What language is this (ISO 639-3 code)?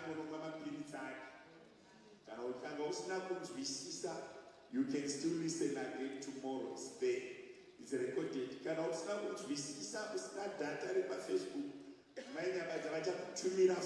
sna